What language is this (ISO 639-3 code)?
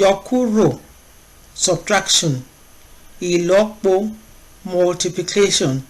yor